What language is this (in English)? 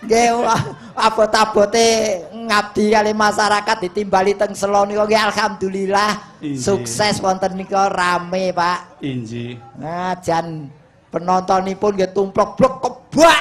Javanese